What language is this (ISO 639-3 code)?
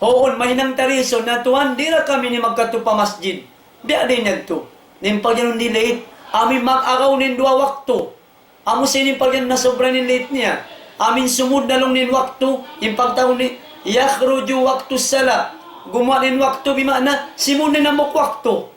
tsg